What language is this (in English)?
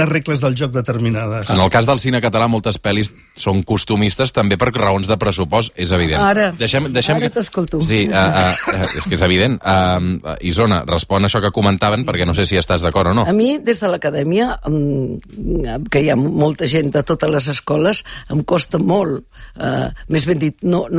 Catalan